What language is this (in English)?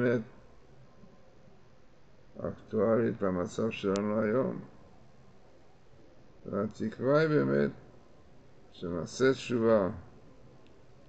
Hebrew